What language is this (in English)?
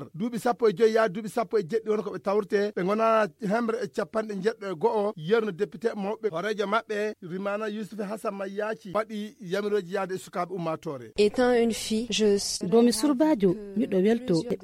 Fula